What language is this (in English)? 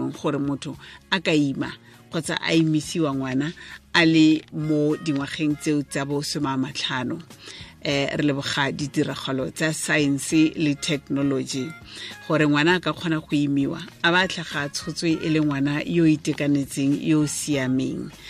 Tswana